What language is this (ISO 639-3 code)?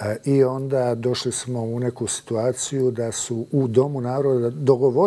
bos